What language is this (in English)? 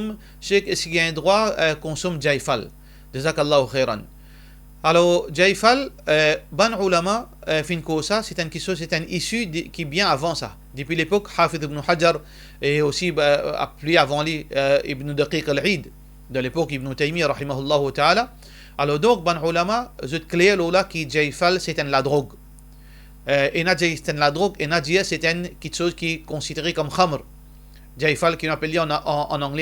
Morisyen